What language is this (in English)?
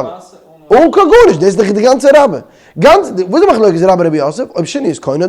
Yiddish